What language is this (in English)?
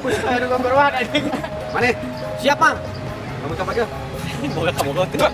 Sundanese